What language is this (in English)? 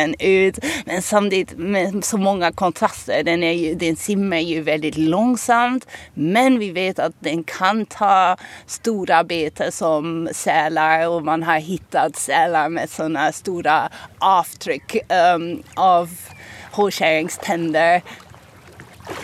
Swedish